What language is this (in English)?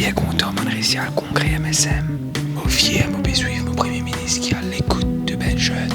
Morisyen